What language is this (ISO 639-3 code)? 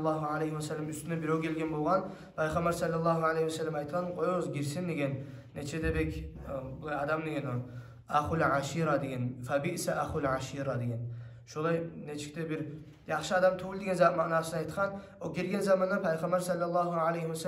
kum